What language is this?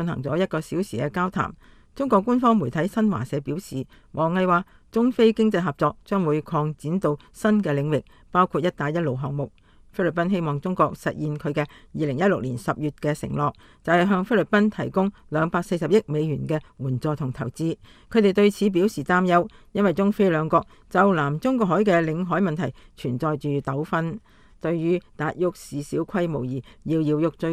Cantonese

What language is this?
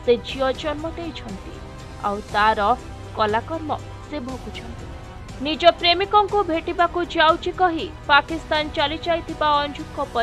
Odia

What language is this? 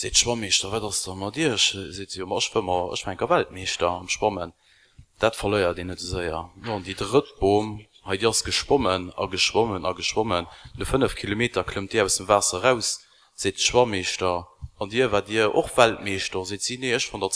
Luxembourgish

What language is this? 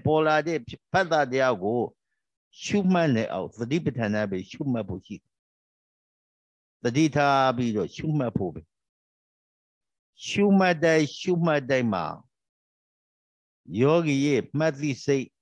Burmese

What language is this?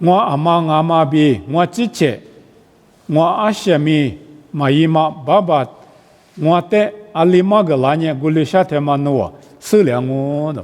Lisu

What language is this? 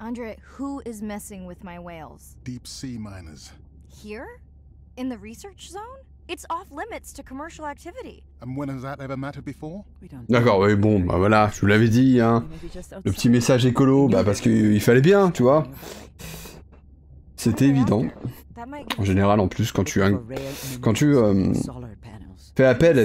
French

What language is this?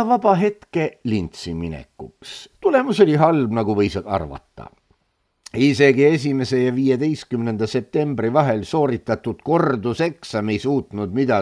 Estonian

